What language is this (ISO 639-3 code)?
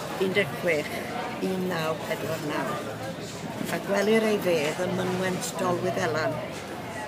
cym